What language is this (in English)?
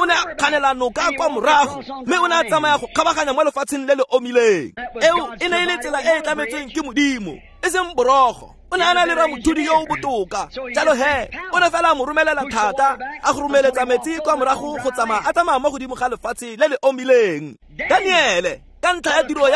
Tswana